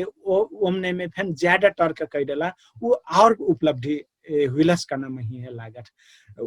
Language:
Dangaura Tharu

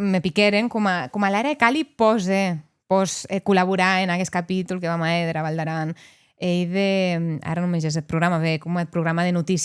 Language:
Occitan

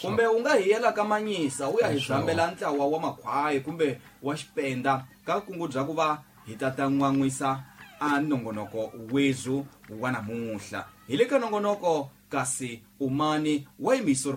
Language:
Tsonga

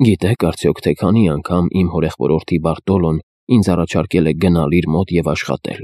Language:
Armenian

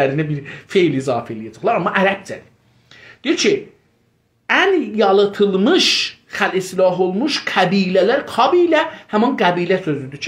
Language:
South Azerbaijani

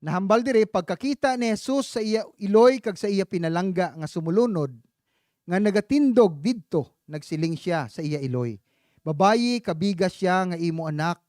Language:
Hiligaynon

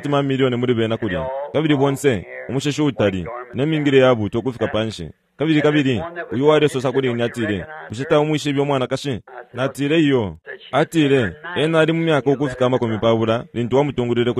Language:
Bemba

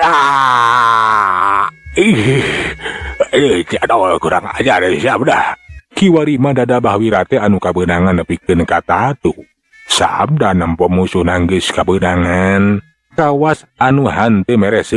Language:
Sundanese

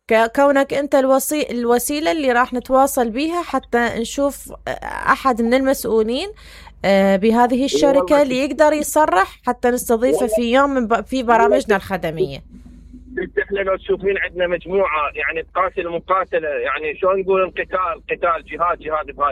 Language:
Mesopotamian Arabic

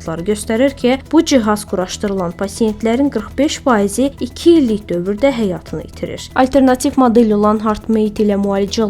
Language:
Azerbaijani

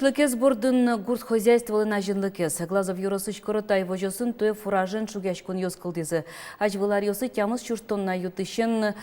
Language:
Udmurt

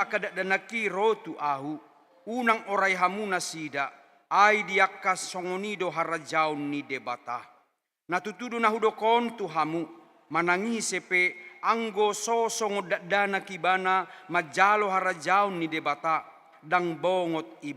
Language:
Batak Toba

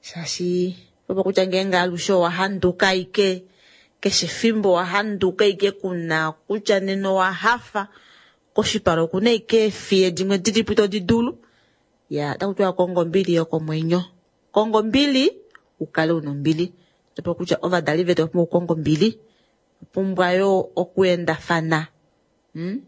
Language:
Kuanyama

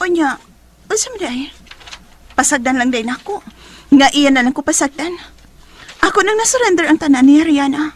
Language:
Cebuano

